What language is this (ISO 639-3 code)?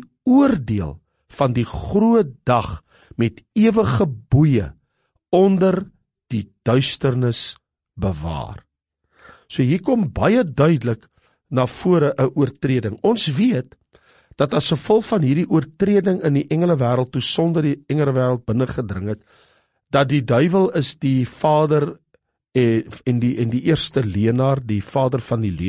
afr